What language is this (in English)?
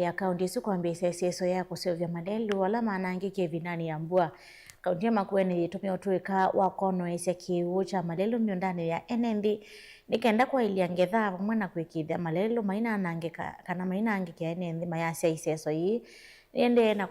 Kamba